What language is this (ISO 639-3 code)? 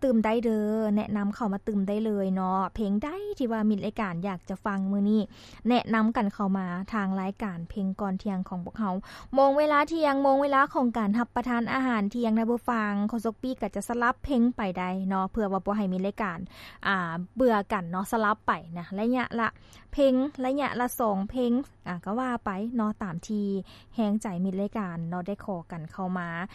lao